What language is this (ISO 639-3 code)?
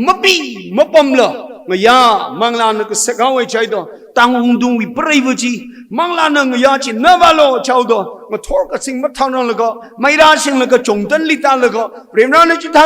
nmf